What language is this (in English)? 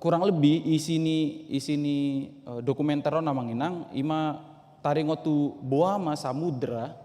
Batak Toba